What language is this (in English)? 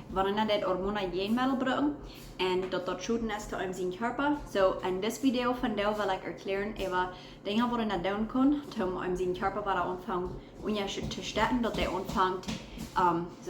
Plautdietsch